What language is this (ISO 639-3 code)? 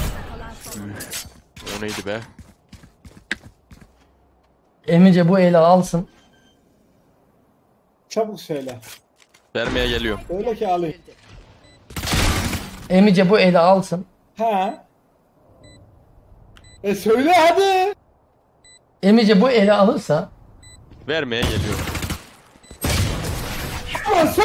tur